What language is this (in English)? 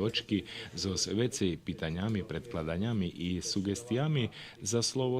Rusyn